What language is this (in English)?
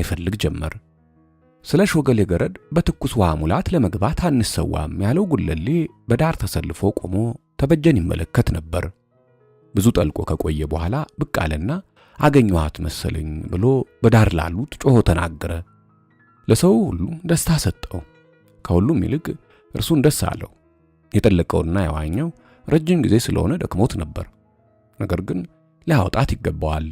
Amharic